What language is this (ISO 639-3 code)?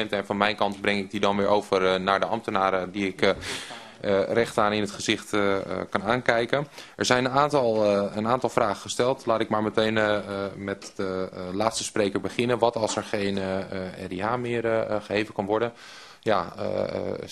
nld